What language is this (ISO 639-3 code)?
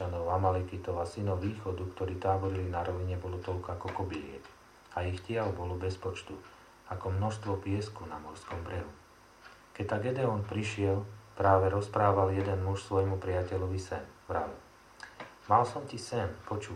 slk